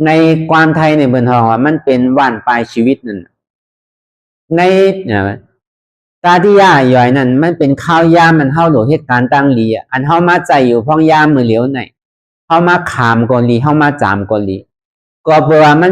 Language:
Shan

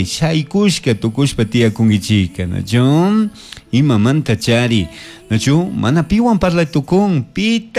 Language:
Chimborazo Highland Quichua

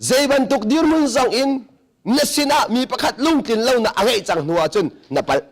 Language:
Hakha Chin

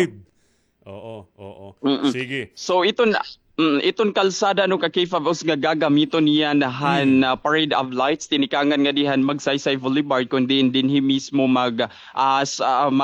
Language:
Waray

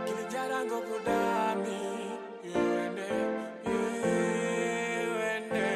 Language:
Fula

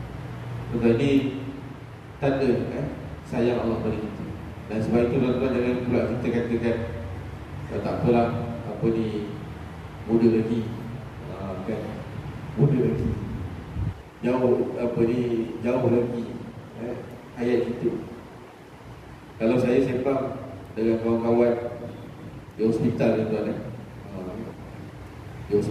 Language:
Malay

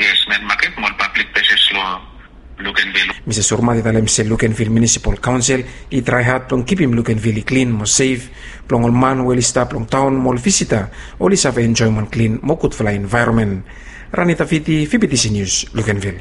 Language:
Bislama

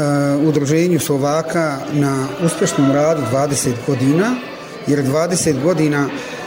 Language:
Bosnian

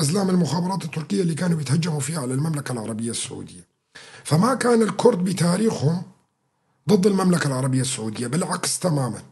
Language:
North Levantine Arabic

